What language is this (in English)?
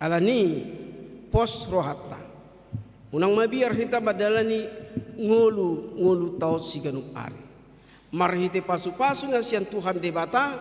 Batak Toba